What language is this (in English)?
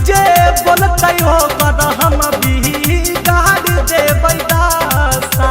Magahi